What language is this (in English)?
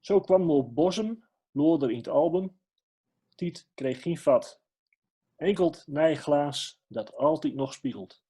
Gronings